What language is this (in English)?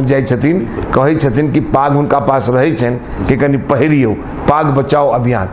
Maithili